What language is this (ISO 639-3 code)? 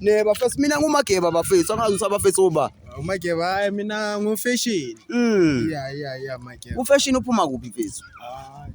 zul